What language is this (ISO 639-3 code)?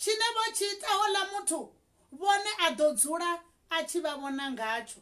ven